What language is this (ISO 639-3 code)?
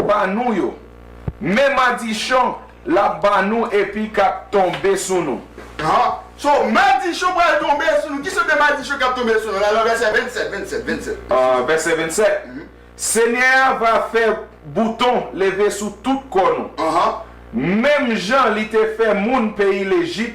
hat